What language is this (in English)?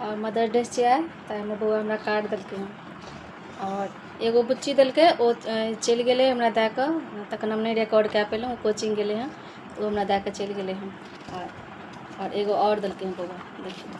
Maithili